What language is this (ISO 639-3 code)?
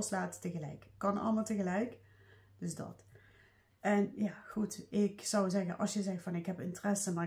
nld